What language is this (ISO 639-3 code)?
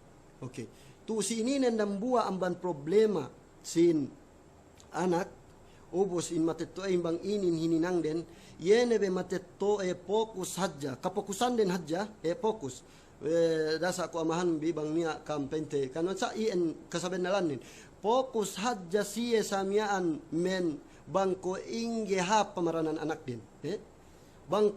yka